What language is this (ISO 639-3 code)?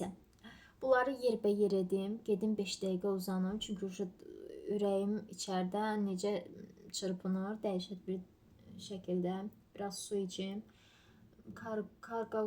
aze